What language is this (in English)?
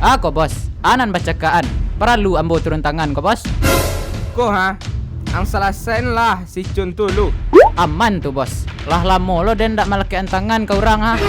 Minangkabau